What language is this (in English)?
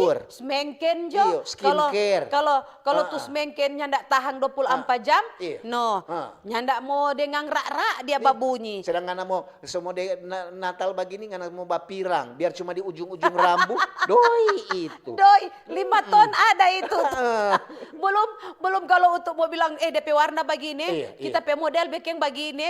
Manado Malay